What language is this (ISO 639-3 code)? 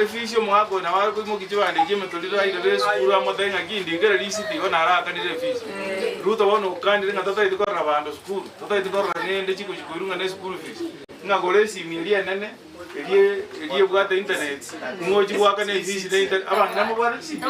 guz